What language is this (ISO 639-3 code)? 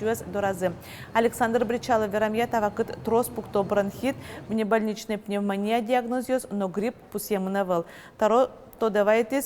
udm